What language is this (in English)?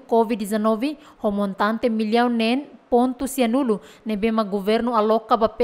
Tetum